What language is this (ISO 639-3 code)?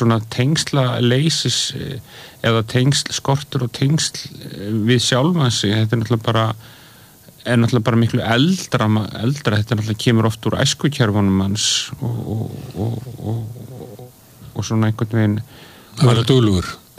isl